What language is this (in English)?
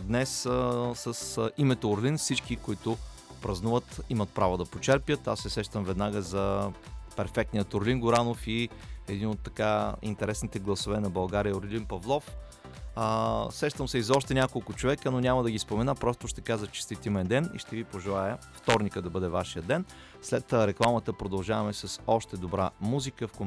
Bulgarian